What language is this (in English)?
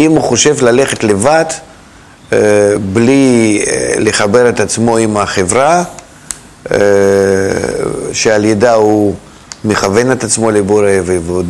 Hebrew